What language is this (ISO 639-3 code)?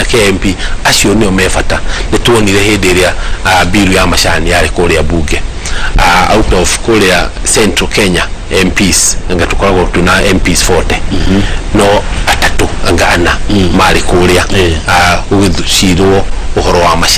kik